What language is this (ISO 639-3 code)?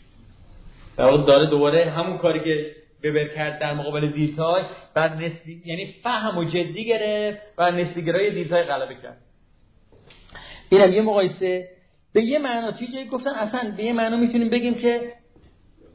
fas